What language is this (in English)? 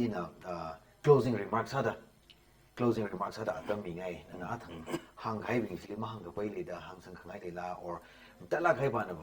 Tangkhul Naga (India)